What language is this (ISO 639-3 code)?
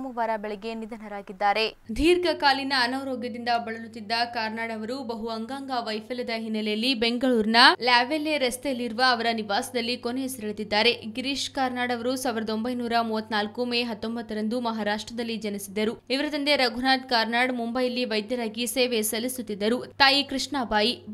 kan